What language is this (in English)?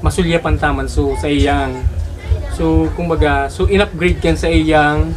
Bikol